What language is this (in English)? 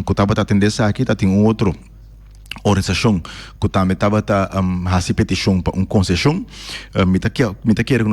Papiamento